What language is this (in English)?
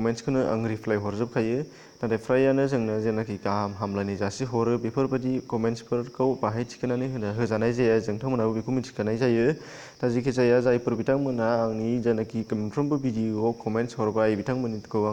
Bodo